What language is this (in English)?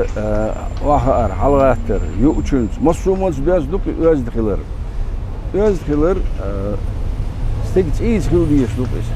Chechen